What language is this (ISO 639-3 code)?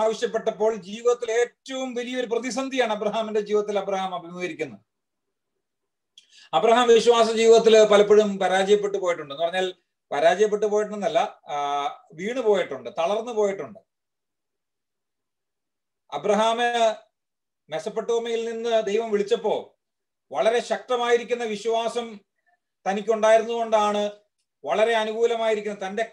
mal